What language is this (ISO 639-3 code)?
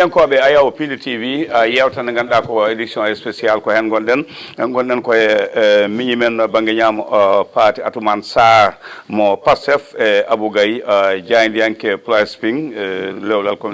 ful